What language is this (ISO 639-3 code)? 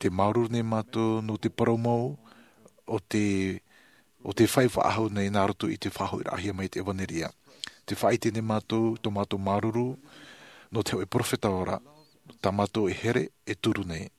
tah